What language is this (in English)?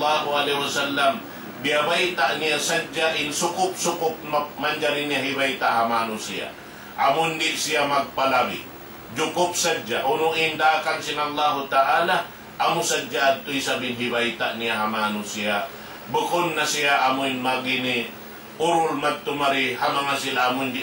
Tausug